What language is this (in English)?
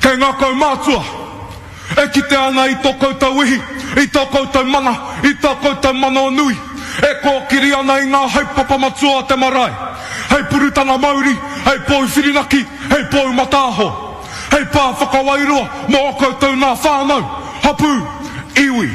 Māori